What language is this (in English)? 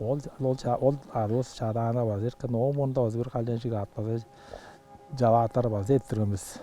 Tuvinian